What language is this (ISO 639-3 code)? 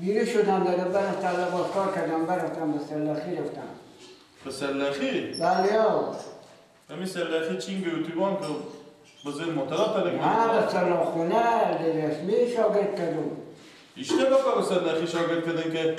fas